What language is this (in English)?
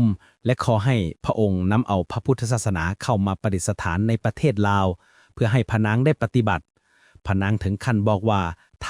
Lao